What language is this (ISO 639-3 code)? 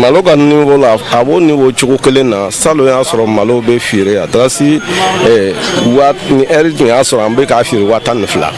bam